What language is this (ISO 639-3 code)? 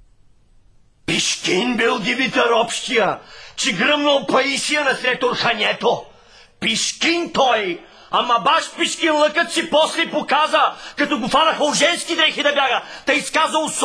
bul